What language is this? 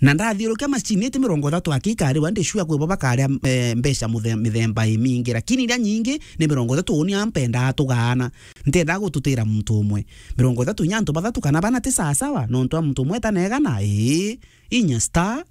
Meru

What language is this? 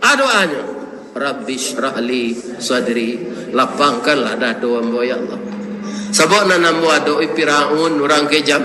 Minangkabau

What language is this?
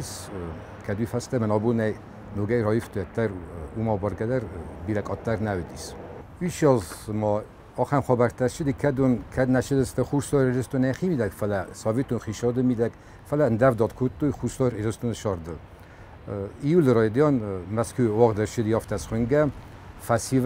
Ossetic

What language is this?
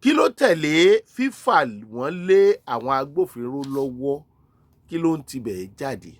Yoruba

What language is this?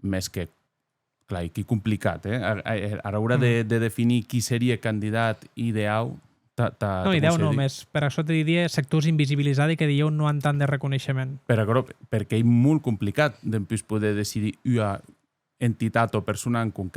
Occitan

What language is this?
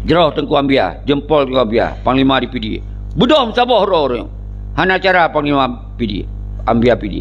Achinese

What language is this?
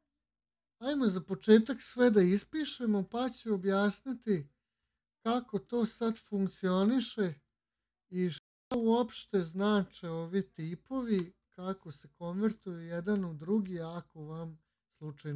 Serbian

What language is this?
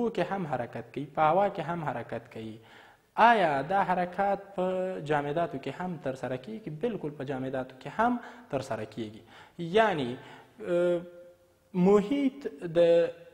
Pashto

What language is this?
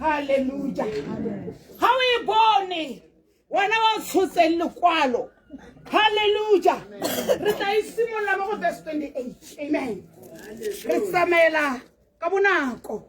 Tswana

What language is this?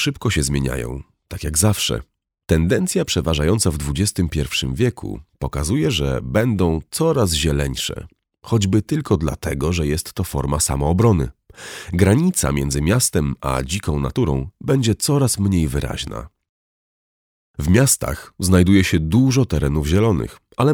Polish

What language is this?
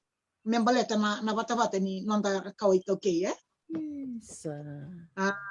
Fijian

